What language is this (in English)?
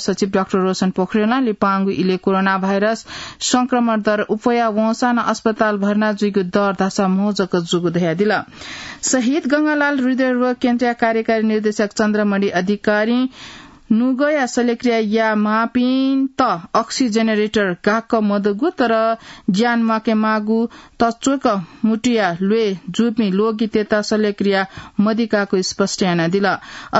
Newari